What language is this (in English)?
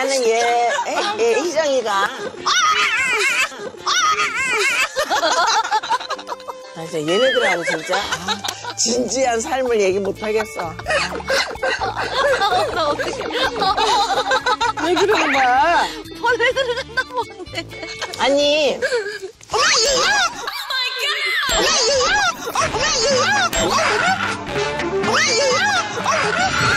Korean